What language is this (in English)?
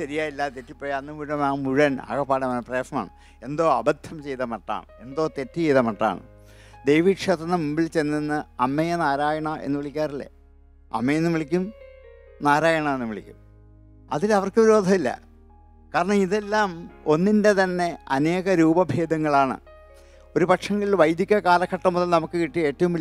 Malayalam